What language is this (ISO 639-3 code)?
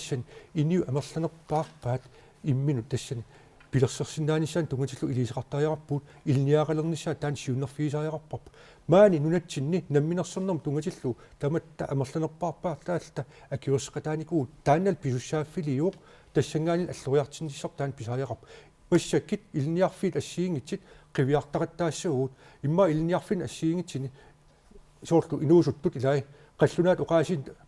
kal